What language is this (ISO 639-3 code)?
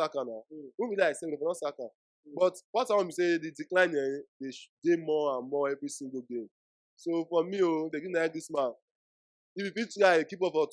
pcm